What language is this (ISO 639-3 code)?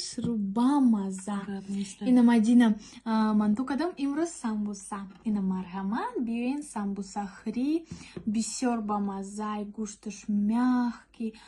tgk